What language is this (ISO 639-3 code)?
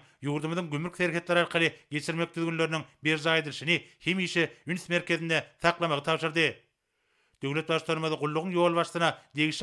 tuk